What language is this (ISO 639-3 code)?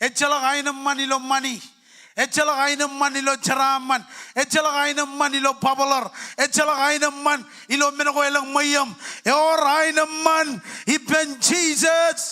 mah